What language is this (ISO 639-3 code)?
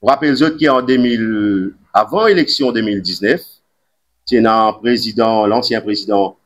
mfe